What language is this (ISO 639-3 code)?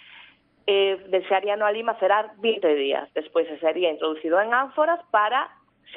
glg